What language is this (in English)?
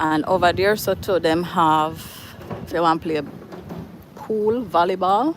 Jamaican Creole English